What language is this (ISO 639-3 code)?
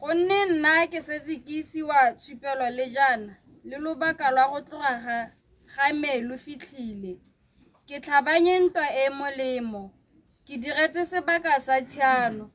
tsn